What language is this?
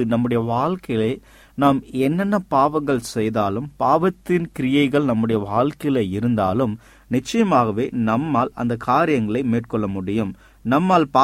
Tamil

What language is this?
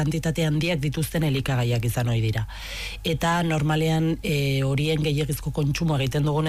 Basque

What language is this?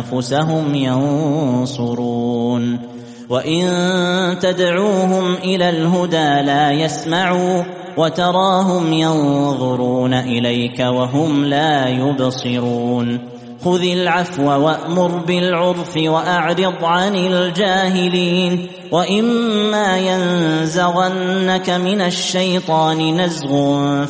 Arabic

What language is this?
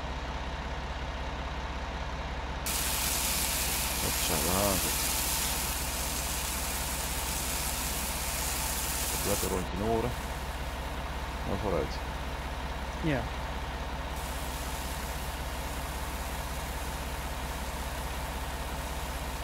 Dutch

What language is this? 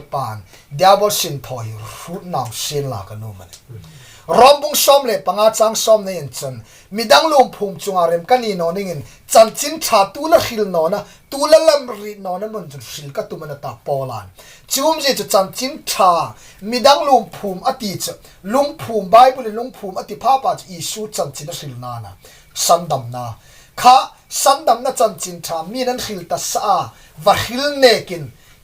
Hmar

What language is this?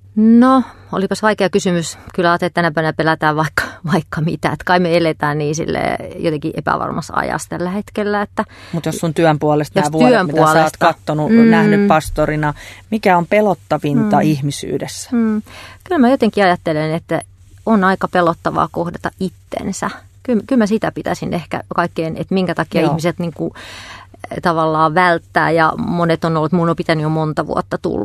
Finnish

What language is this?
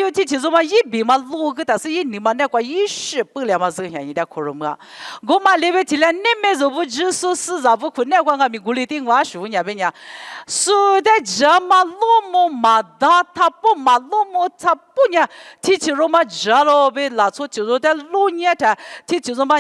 Lisu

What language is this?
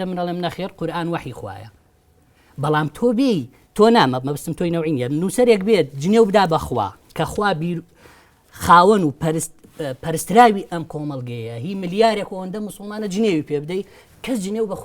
Central Kurdish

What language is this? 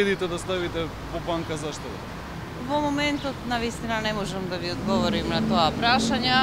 Macedonian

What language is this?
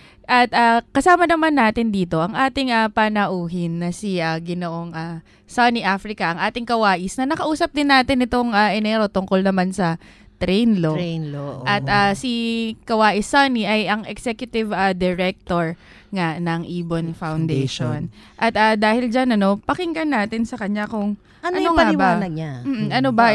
Filipino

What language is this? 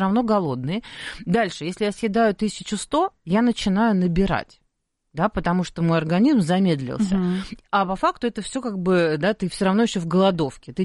Russian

